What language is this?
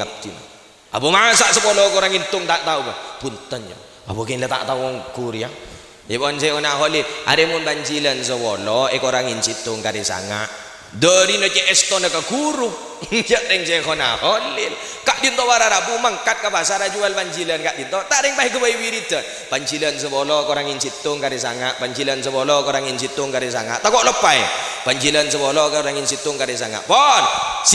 Madurese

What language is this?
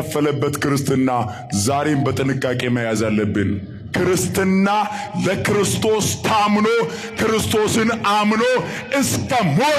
Amharic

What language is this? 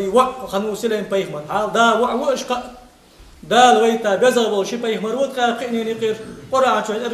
Ingush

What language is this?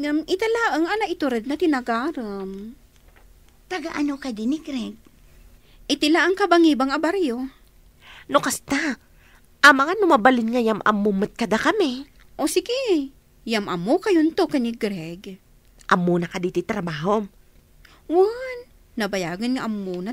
Iloko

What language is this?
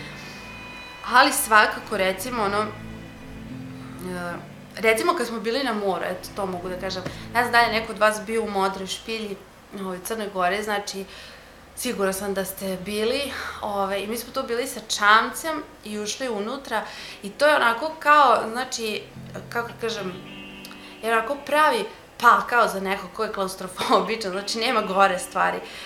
Serbian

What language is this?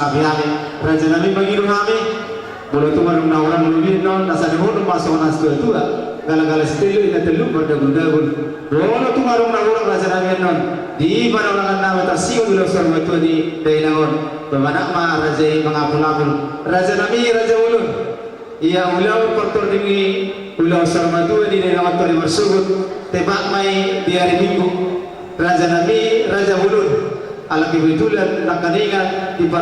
Batak Toba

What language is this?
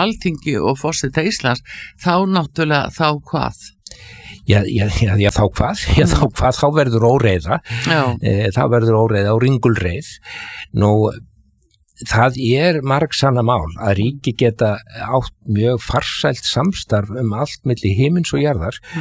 Icelandic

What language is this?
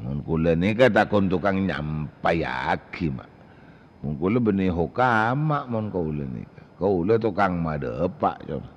Madurese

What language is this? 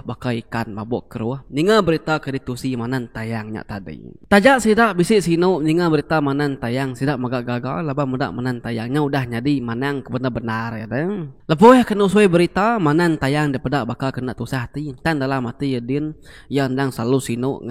Iban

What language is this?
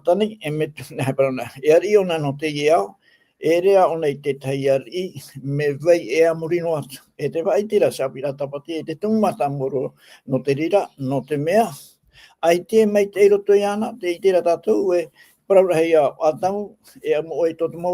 Tahitian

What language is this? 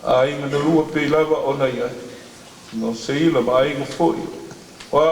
Samoan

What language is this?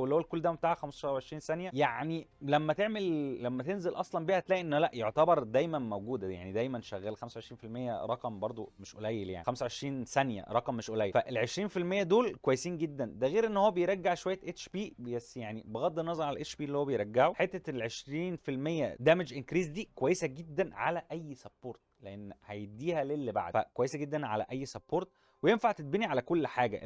Egyptian Arabic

